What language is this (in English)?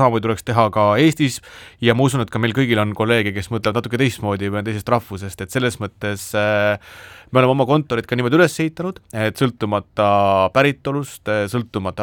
Estonian